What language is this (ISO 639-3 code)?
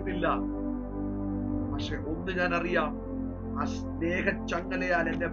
mal